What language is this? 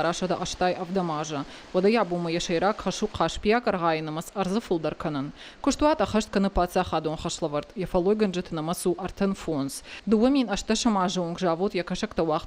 Ossetic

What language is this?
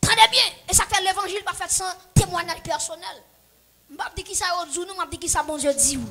Haitian Creole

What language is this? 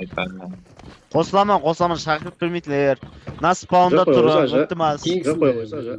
Kara-Kalpak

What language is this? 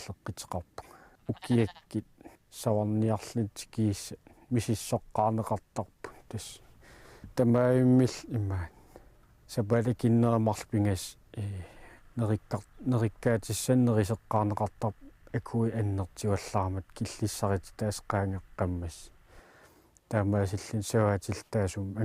Kalaallisut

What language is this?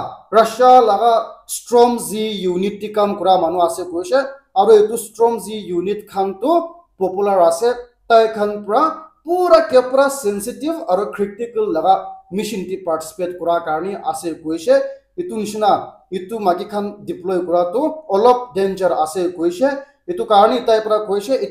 Naga Pidgin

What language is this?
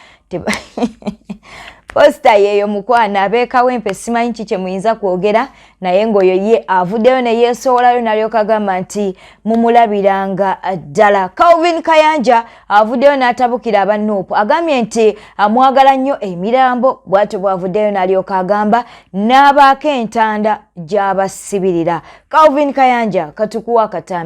Ganda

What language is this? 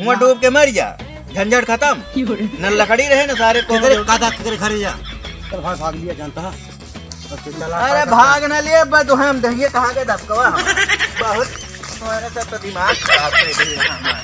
Awadhi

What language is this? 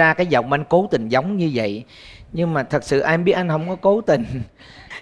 Vietnamese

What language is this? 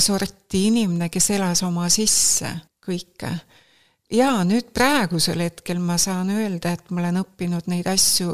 Estonian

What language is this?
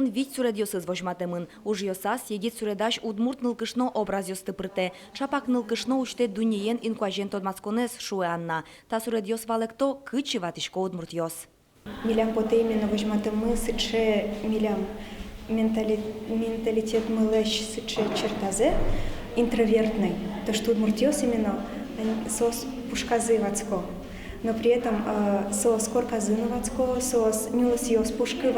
Udmurt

